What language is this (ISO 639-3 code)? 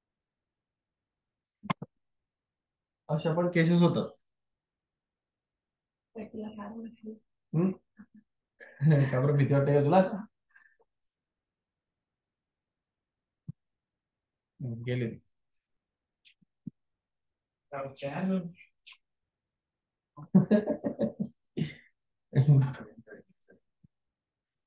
mar